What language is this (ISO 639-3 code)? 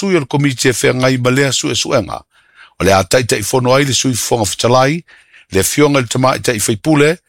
smo